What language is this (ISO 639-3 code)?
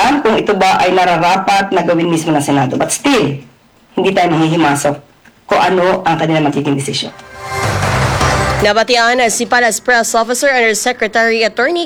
fil